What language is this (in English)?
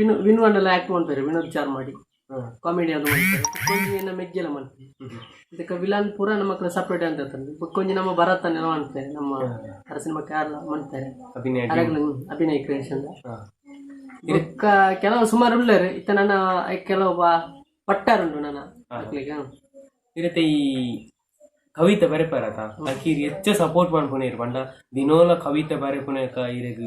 Tulu